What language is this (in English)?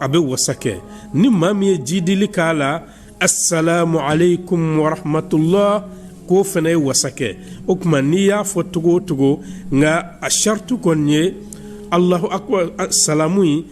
Bambara